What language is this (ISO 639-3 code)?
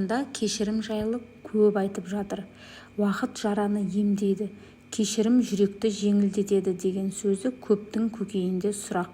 kaz